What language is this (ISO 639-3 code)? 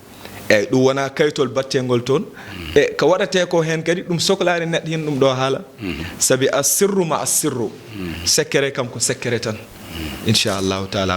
ful